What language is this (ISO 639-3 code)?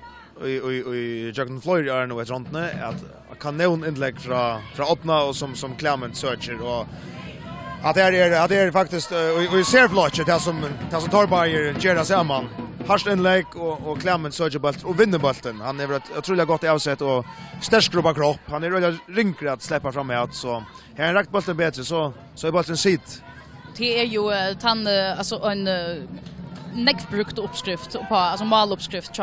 fao